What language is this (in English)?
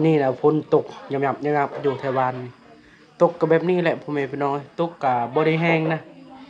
Lao